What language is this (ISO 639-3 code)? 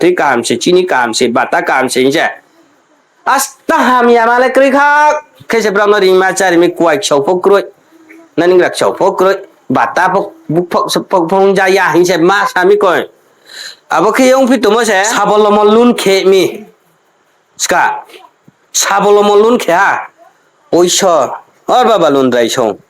ria